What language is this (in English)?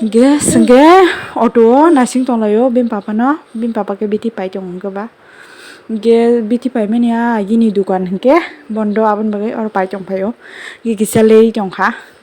Kok Borok